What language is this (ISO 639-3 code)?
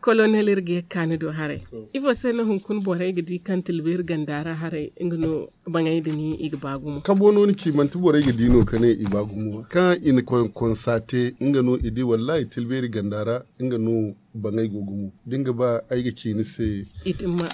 dje